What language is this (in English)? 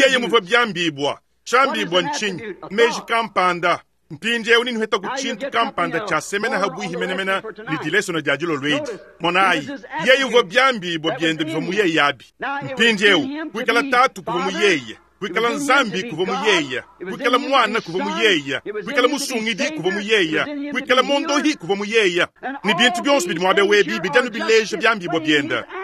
Luba-Lulua